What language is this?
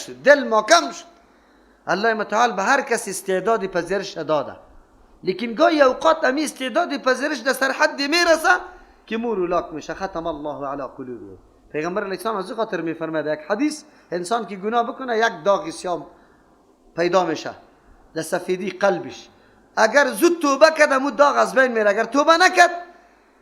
Persian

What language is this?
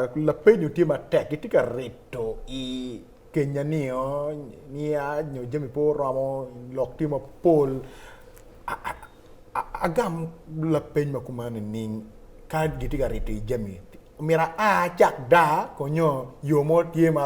Acoli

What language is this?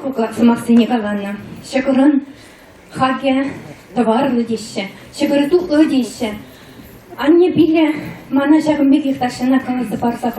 Chuvash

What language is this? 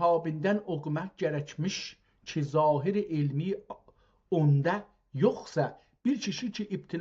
South Azerbaijani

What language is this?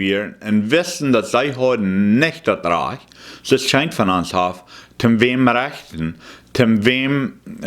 Plautdietsch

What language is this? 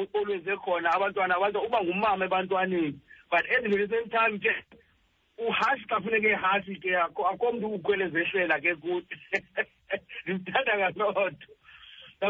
Xhosa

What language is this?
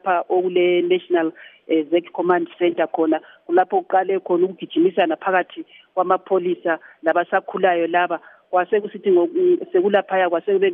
North Ndebele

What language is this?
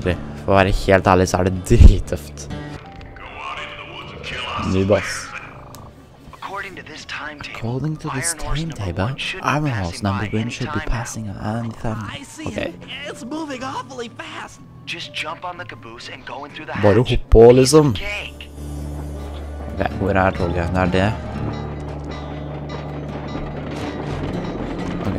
Norwegian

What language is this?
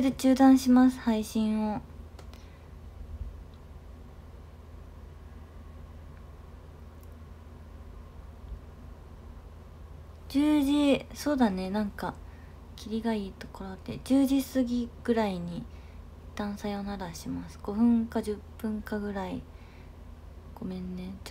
Japanese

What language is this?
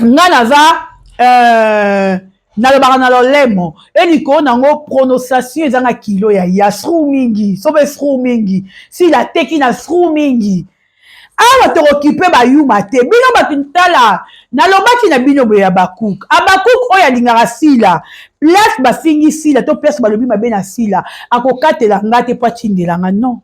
Lingala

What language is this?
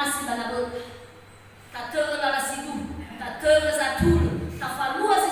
Nias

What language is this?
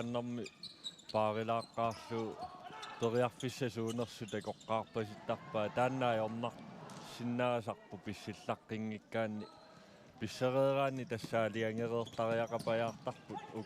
Kalaallisut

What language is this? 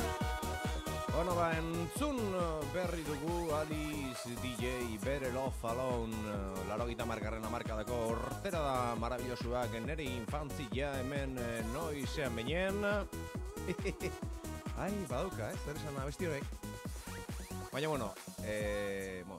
Basque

